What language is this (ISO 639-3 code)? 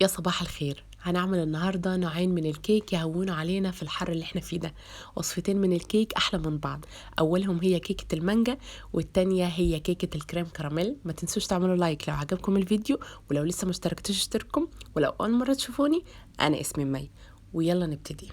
arz